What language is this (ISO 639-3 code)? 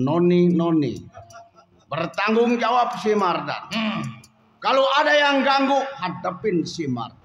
bew